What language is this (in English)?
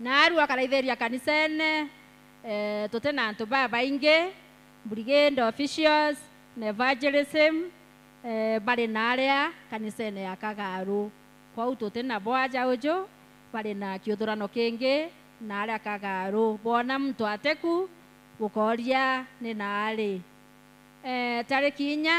Meru